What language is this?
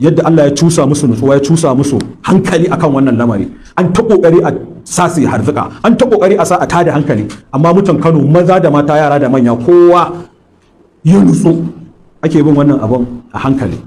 Hausa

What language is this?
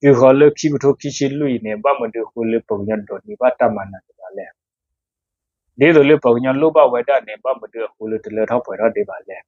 S'gaw Karen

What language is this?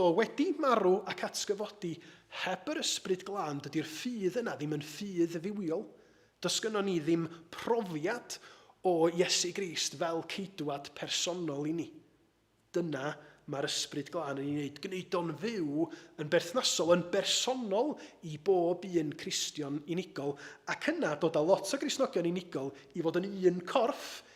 Welsh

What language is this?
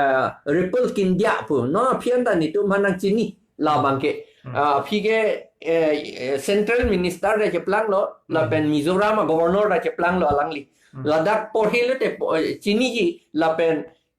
Karbi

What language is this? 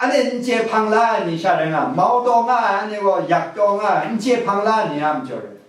Kachin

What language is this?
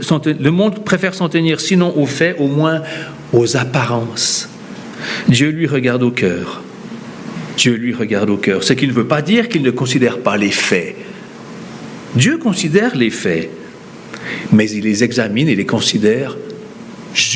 French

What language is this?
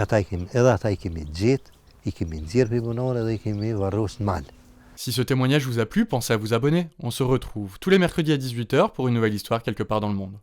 Albanian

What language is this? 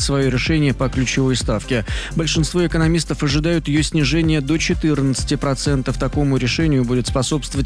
Russian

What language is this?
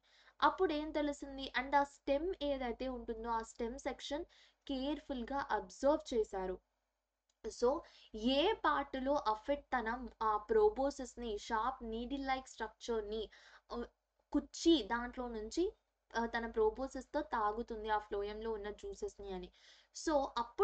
Telugu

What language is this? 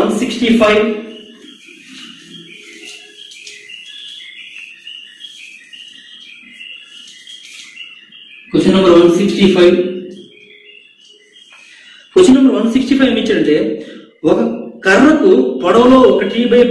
Telugu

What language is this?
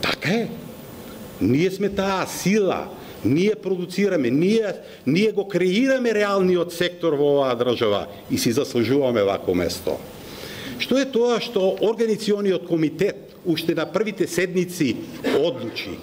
Macedonian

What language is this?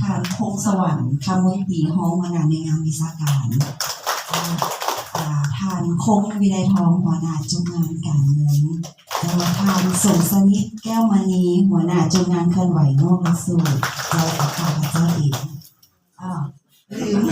Lao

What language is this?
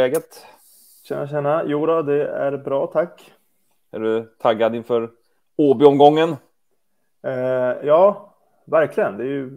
Swedish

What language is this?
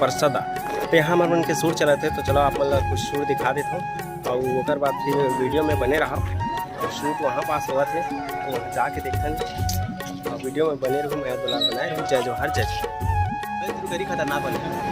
Chhattisgarhi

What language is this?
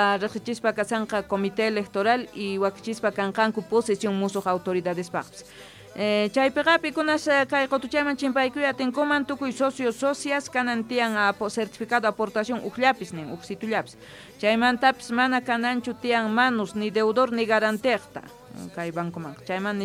Quechua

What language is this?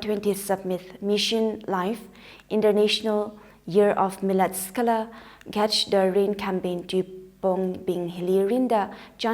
Tangkhul Naga (India)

